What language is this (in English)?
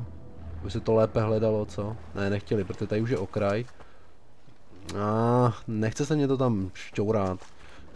Czech